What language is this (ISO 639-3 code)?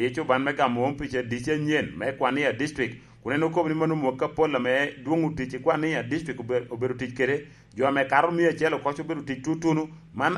laj